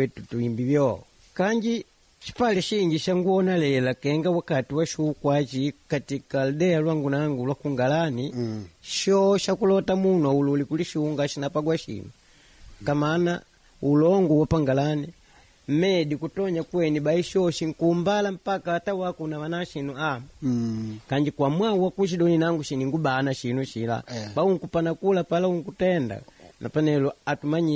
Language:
Makonde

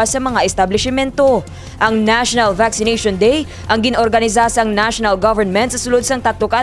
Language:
Hiligaynon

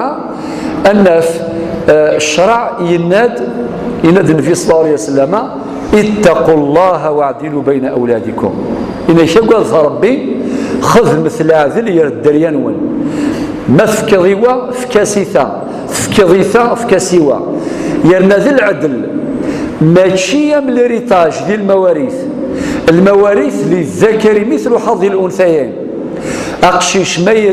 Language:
Kabyle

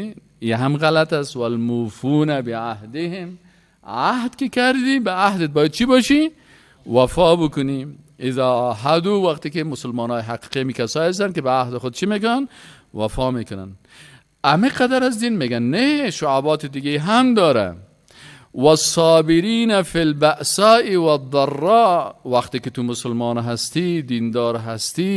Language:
Persian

